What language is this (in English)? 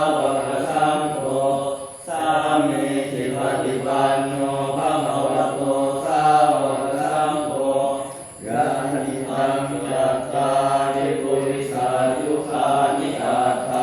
Pali